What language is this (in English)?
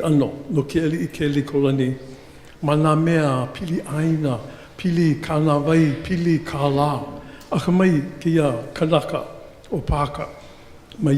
Hawaiian